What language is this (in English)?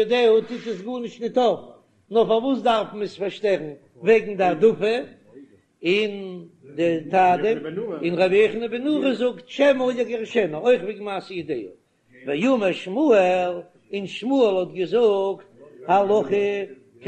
Yiddish